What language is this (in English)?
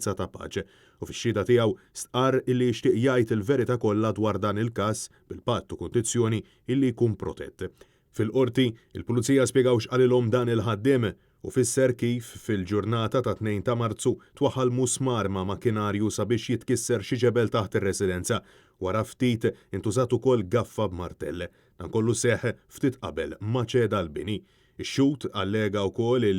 Maltese